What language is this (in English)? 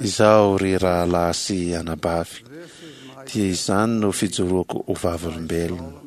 Malagasy